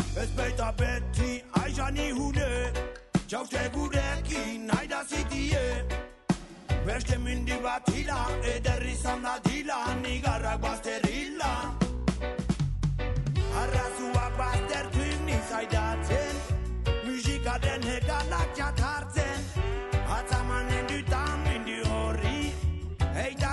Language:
Basque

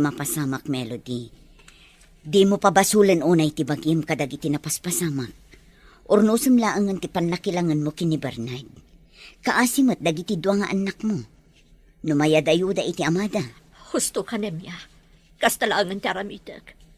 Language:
Iloko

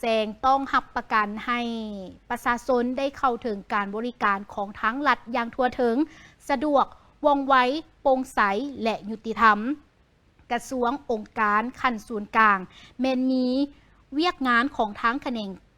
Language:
Lao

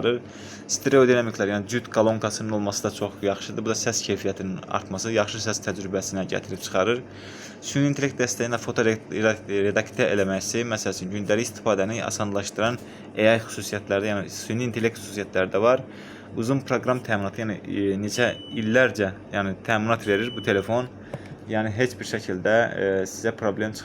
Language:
Azerbaijani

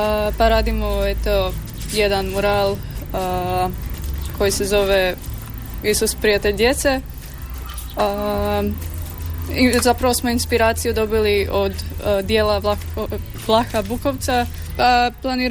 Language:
Croatian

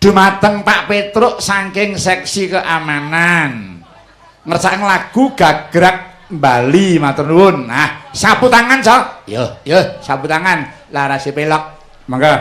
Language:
Javanese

